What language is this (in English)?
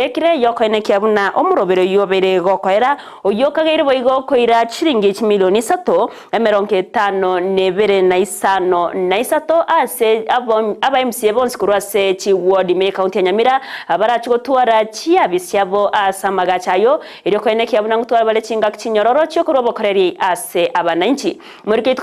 Gusii